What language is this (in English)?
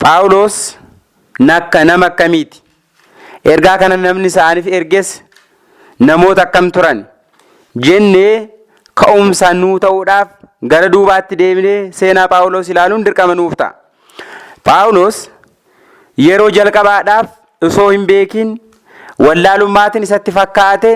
Oromo